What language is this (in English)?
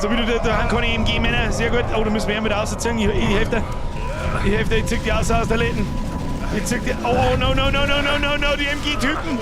Bavarian